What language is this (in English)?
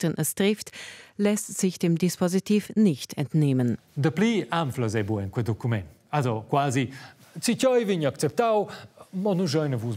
Romansh